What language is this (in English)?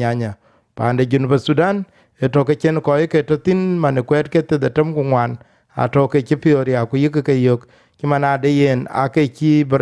Dinka